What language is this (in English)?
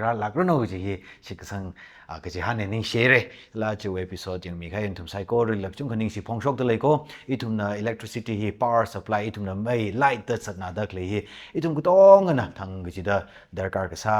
Tangkhul Naga (India)